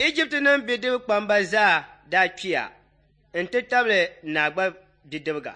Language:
Dagbani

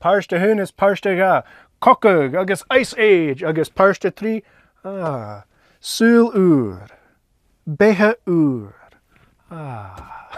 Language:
Scottish Gaelic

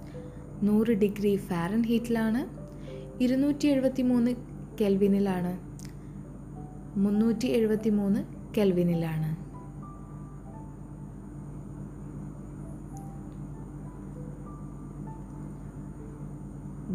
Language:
Malayalam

